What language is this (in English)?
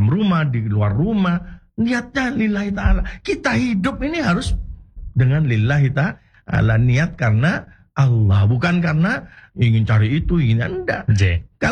Indonesian